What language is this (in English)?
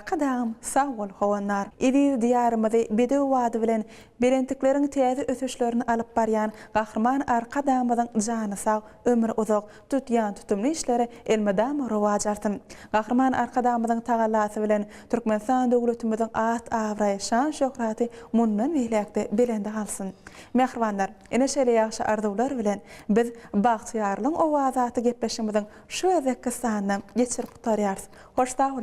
Turkmen